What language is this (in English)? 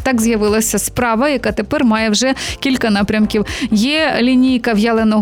Ukrainian